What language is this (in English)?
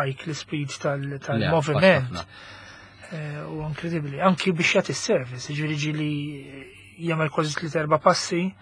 Maltese